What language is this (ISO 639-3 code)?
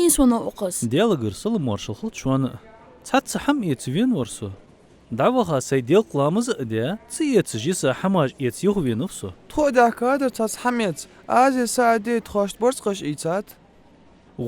inh